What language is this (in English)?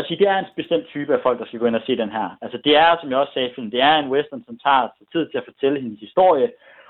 Danish